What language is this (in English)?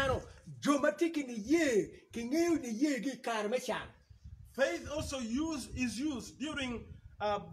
Acoli